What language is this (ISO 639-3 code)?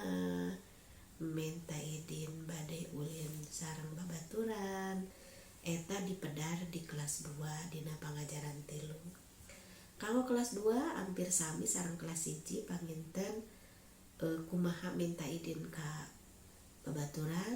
sun